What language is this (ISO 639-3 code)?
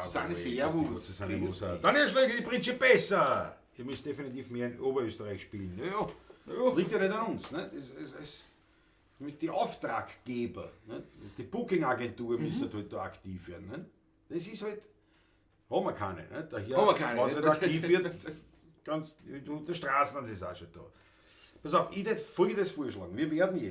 bar